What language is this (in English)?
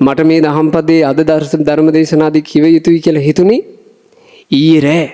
Sinhala